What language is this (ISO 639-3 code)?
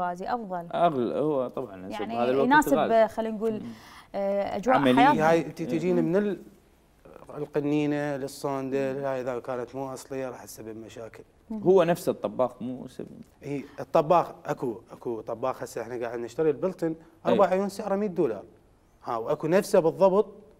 acm